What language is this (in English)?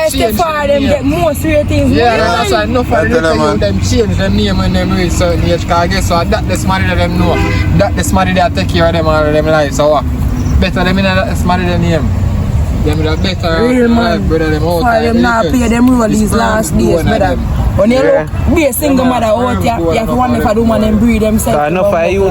Jamaican Creole English